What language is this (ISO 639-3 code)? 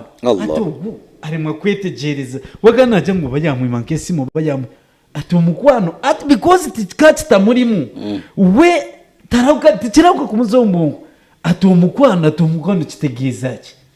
nyn